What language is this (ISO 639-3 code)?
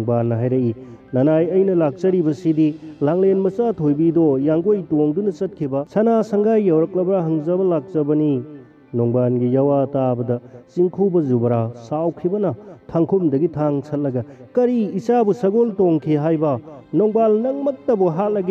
mni